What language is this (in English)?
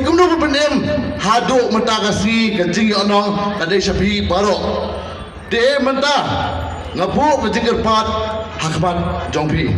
Khasi